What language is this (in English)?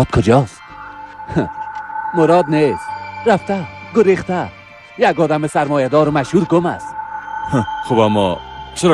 Persian